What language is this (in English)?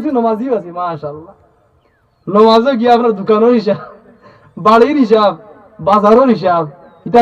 Sylheti